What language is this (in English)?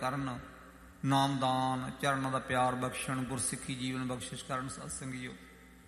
Punjabi